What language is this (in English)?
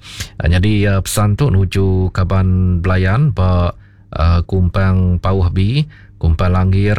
Iban